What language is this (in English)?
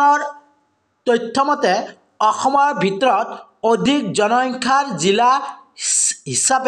Assamese